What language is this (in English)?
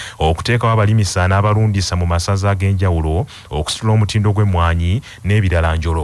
Ganda